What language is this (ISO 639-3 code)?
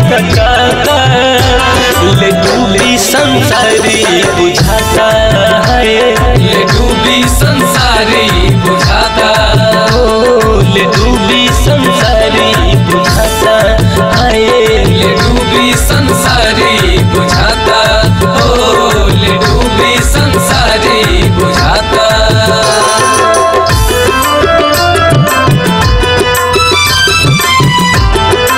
bho